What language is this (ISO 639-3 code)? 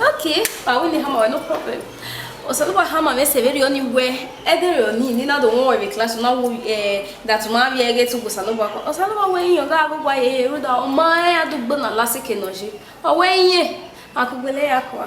bin